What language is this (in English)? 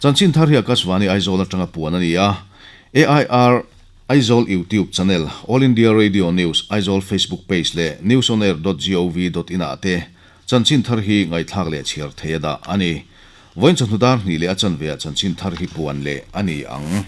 Mizo